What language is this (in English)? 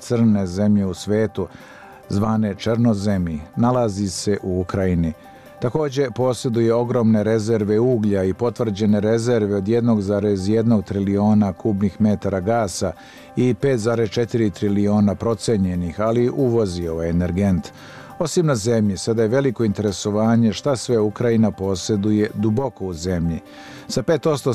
Bosnian